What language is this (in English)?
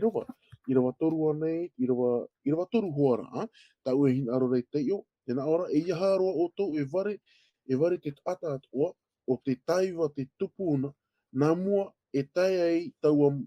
Tahitian